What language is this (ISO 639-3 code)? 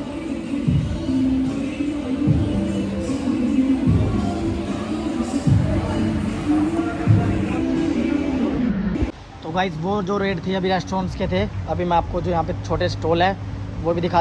hin